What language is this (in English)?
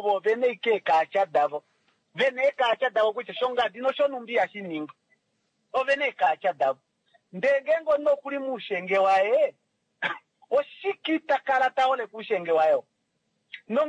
Kuanyama